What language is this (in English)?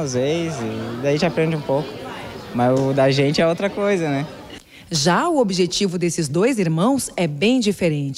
Portuguese